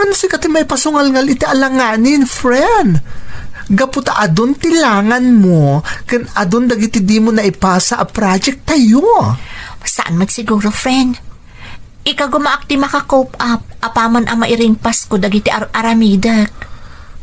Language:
Iloko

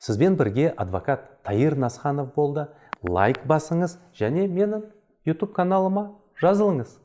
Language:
Kazakh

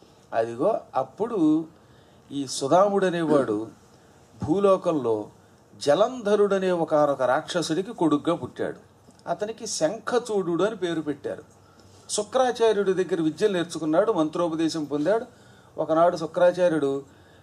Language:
Telugu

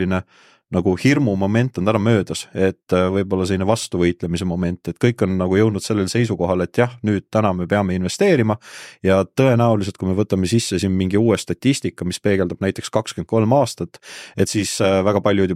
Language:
Estonian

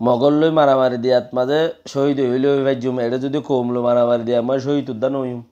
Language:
Rohingya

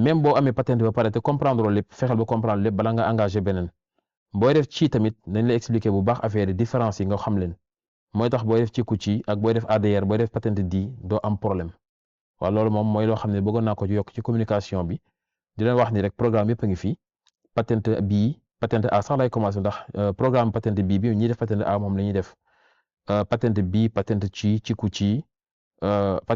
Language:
Wolof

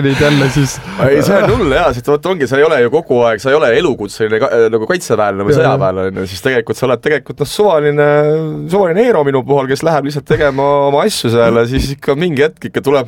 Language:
Estonian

